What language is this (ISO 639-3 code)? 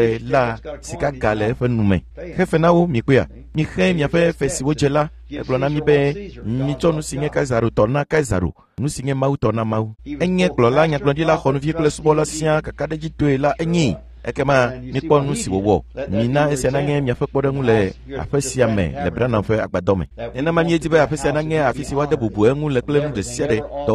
ewe